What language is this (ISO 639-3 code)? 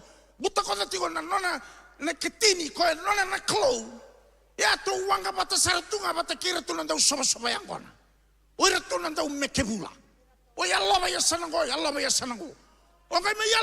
fij